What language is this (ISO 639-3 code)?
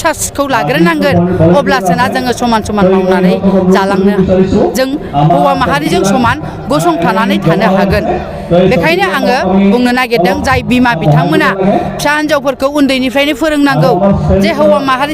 brx